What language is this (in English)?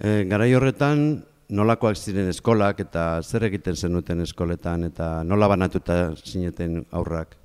Basque